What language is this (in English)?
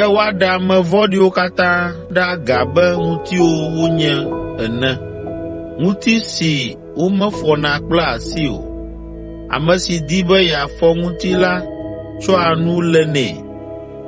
Ewe